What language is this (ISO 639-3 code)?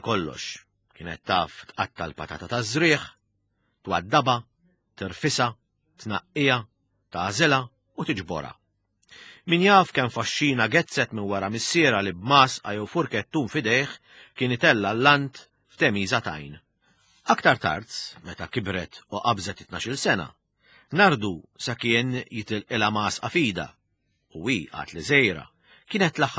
mlt